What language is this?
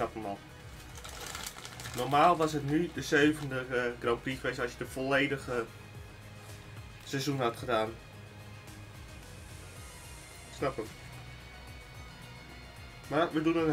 Dutch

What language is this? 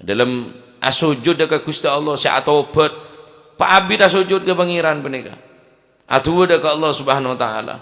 Madurese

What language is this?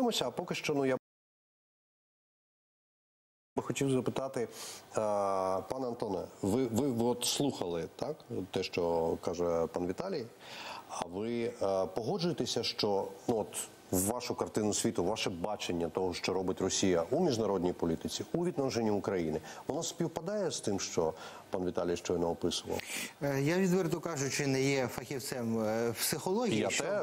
Ukrainian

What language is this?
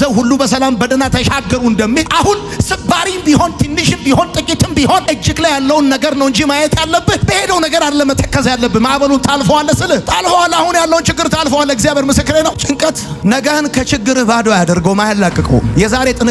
Amharic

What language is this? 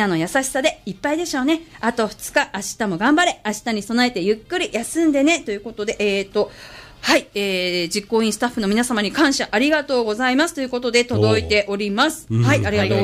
Japanese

